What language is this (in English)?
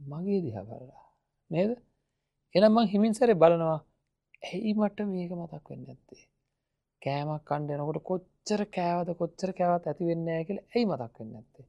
Sinhala